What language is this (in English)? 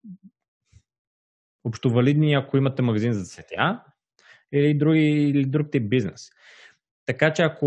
Bulgarian